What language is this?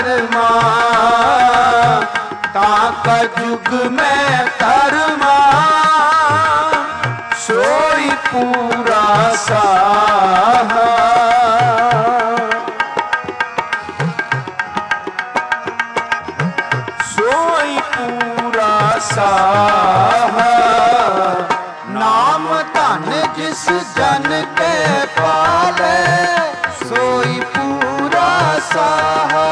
Punjabi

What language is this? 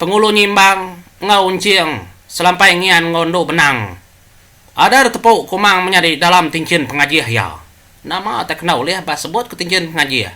Iban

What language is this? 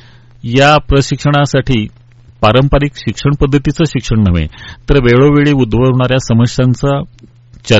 Marathi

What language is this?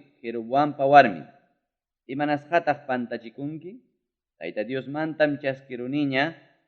Ayacucho Quechua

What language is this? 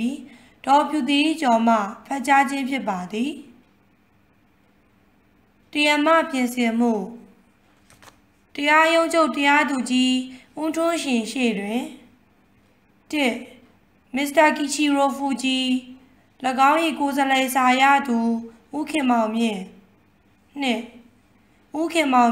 Burmese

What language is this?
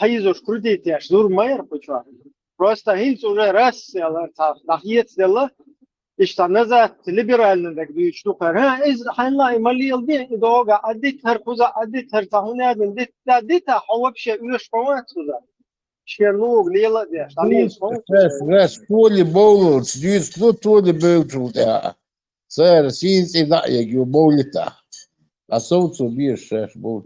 Chechen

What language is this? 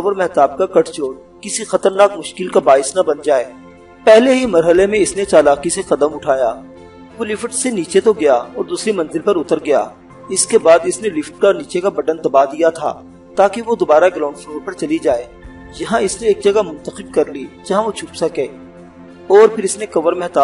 Urdu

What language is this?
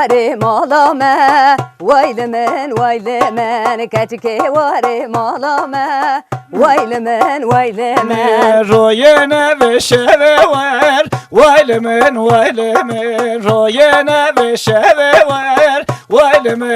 Kurdish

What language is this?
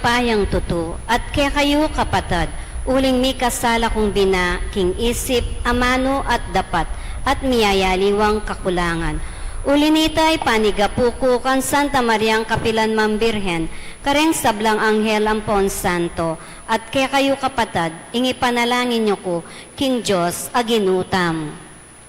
Pampanga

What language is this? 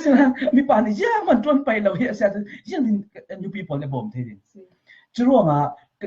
Falam Chin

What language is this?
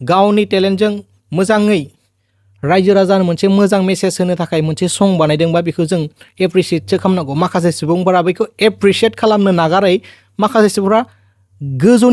Bodo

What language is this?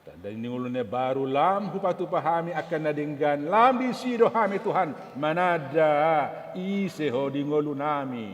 Batak Toba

